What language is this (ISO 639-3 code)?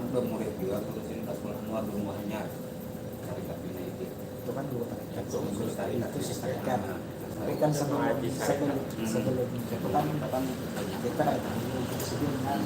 bjn